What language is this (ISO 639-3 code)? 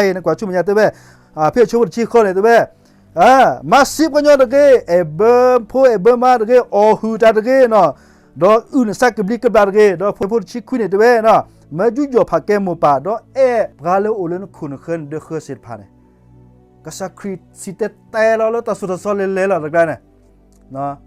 ksw